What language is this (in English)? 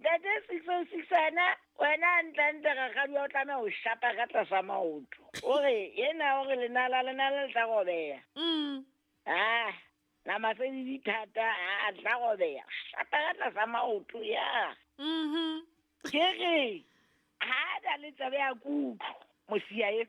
Southern Sotho